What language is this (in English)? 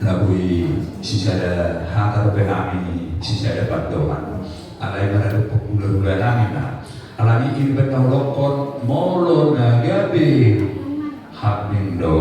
Batak Toba